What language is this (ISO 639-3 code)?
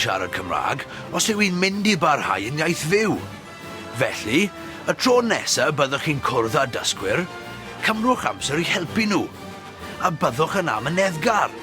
cym